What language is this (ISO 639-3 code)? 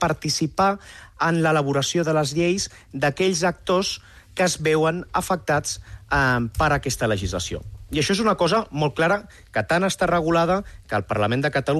cat